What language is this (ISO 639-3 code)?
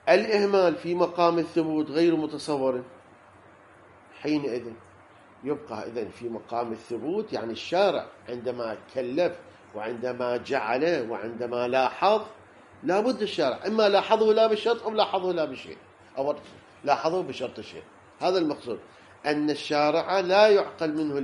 ara